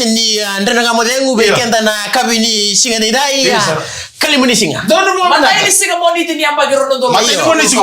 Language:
Fijian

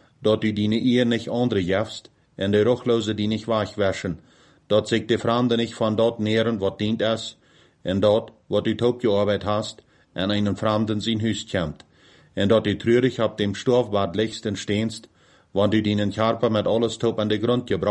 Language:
Plautdietsch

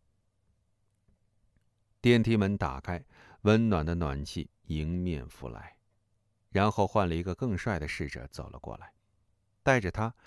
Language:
Chinese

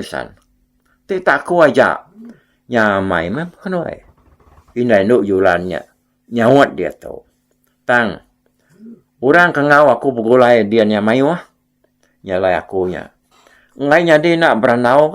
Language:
Iban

